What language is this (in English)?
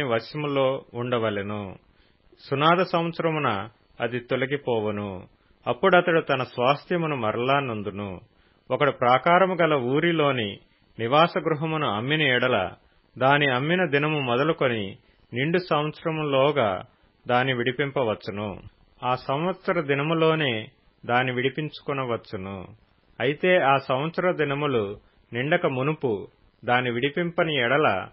Telugu